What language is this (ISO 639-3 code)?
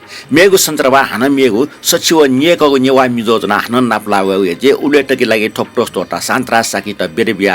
new